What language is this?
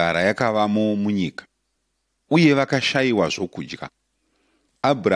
Shona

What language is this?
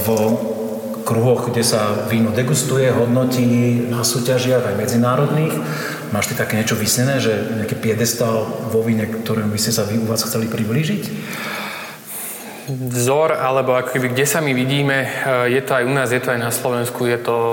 Slovak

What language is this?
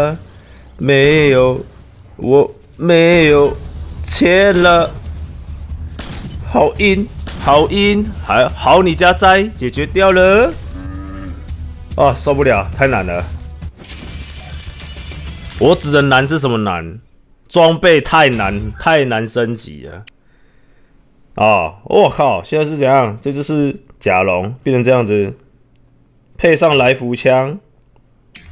Chinese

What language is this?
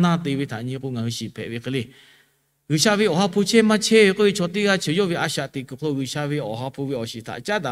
Lahu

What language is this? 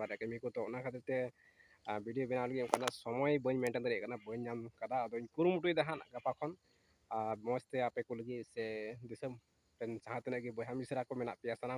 Santali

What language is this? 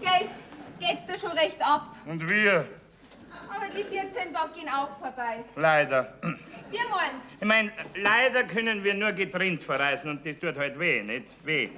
Bavarian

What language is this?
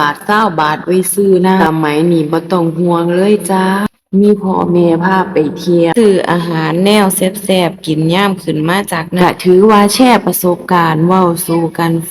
Northeastern Thai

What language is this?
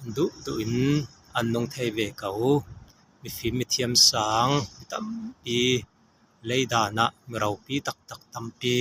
Falam Chin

